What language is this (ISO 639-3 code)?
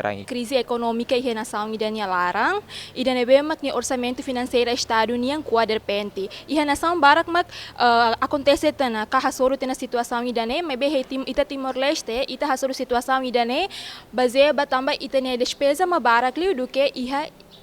tet